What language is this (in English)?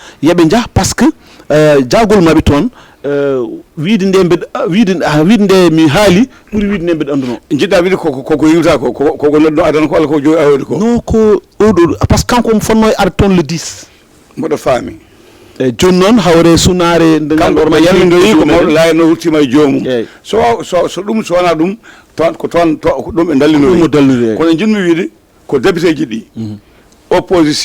Fula